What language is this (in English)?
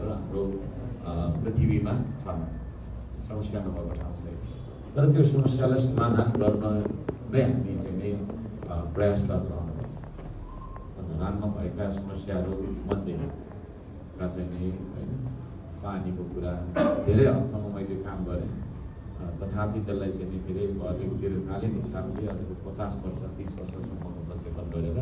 Nepali